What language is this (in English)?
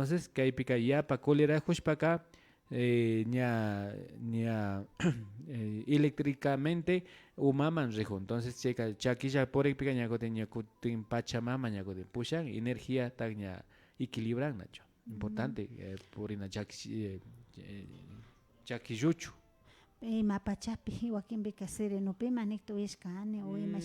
Imbabura Highland Quichua